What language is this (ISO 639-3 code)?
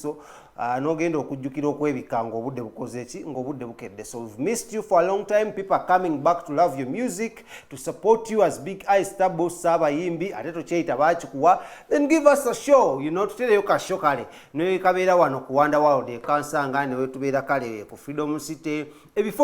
lug